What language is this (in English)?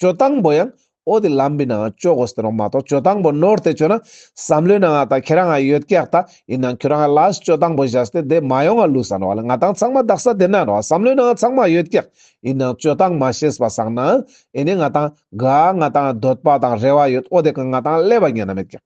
Ladakhi